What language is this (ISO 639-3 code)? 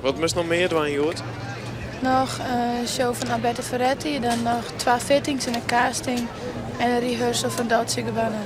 fry